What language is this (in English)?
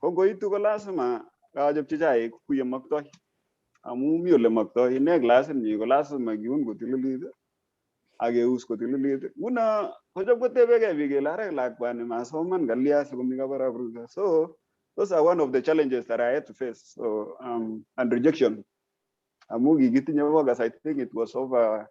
Kalenjin